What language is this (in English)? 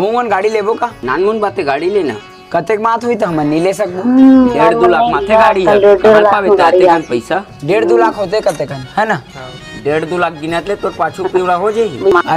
Chhattisgarhi